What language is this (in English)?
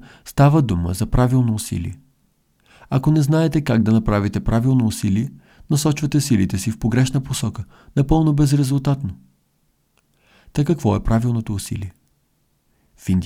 Bulgarian